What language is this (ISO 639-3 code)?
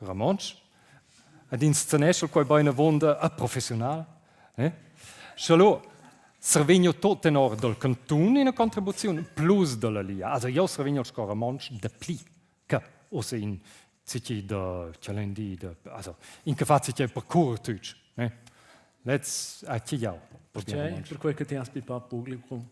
roh